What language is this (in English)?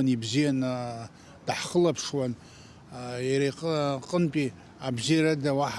Abkhazian